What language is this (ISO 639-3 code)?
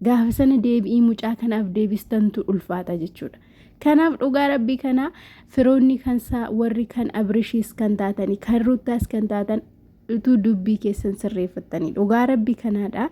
orm